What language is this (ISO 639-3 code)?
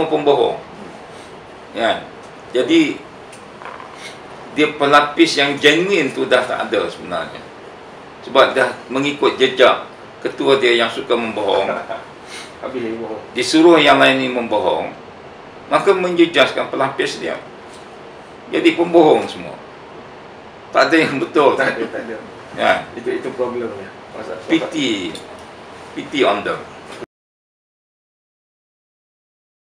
msa